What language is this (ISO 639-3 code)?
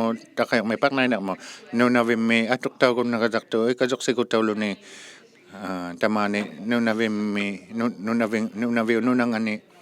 iku